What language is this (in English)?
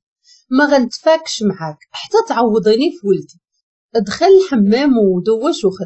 Moroccan Arabic